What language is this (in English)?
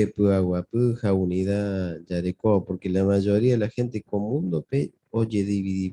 Guarani